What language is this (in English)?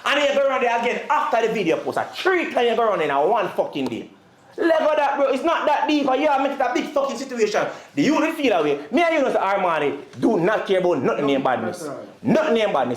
Jamaican Creole English